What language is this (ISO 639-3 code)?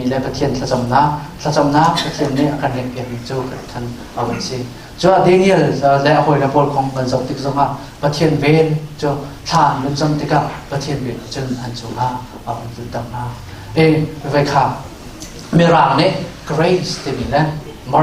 cnh